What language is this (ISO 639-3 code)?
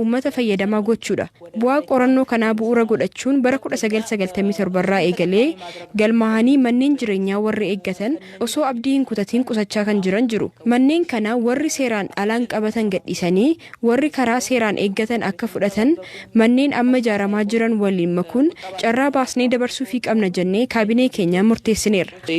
orm